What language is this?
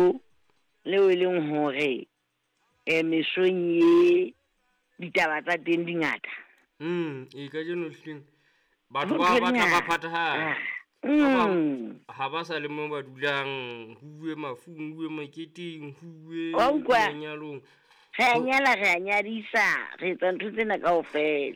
Southern Sotho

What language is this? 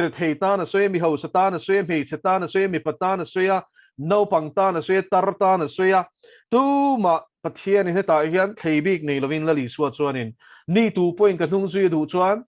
Mizo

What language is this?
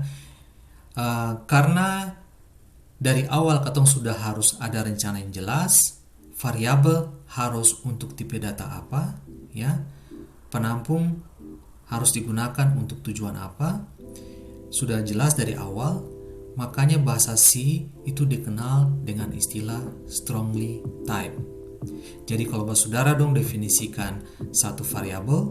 Ambonese Malay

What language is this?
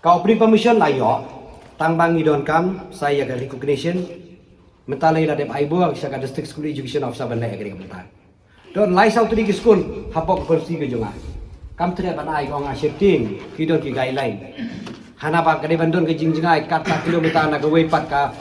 Khasi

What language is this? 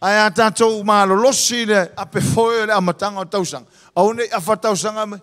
Samoan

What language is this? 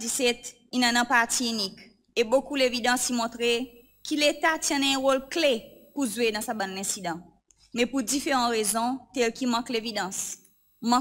Seselwa Creole French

